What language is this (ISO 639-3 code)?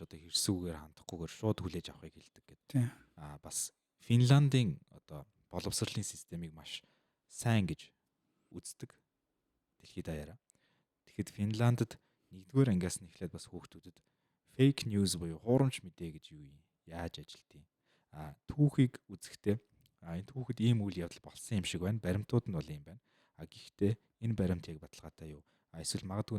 mon